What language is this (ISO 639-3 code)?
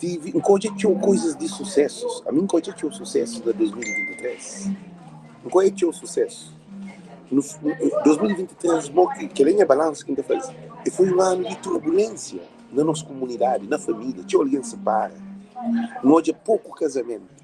kea